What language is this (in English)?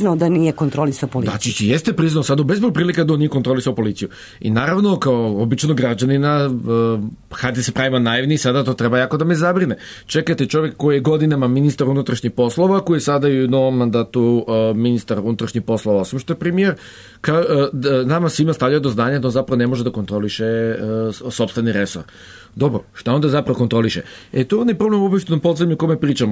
Serbian